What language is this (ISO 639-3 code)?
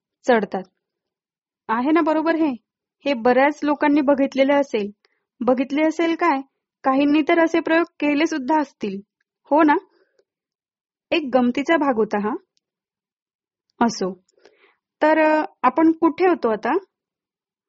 mar